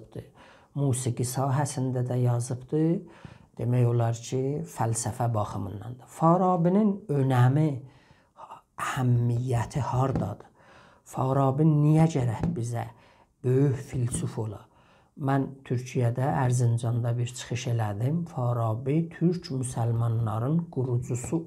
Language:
South Azerbaijani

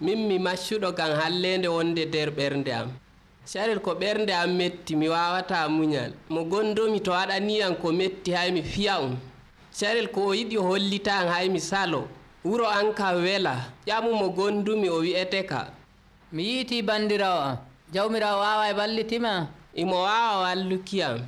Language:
Nigerian Fulfulde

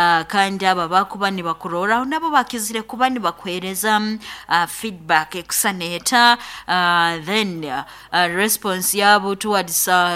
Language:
Nyoro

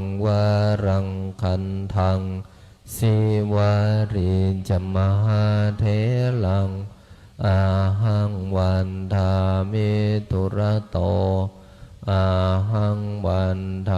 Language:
Pali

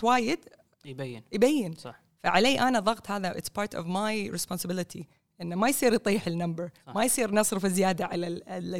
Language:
Gulf Arabic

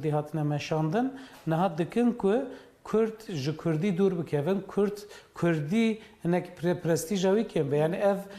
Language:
Kurdish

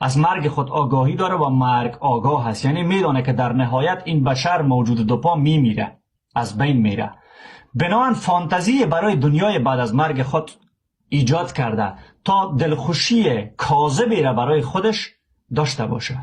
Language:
Persian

